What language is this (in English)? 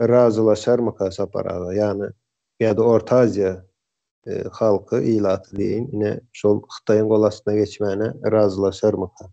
Turkmen